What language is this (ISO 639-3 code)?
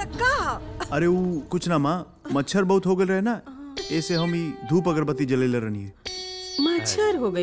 bho